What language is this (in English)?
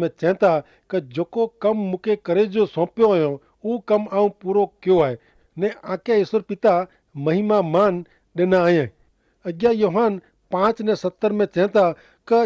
Kachhi